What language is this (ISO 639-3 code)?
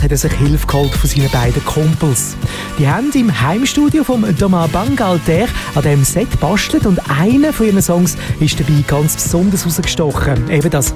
deu